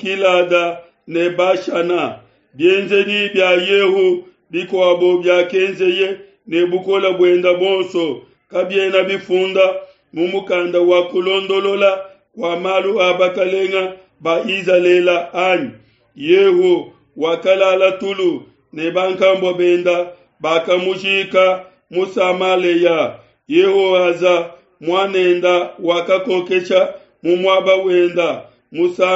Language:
Luba-Lulua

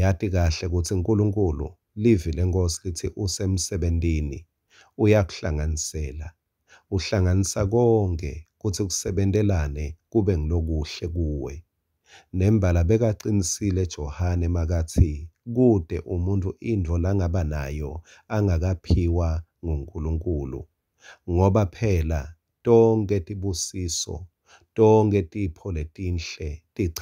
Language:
Swati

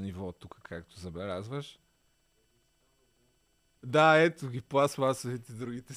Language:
Bulgarian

